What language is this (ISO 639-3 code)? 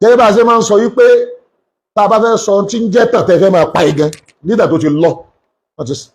yor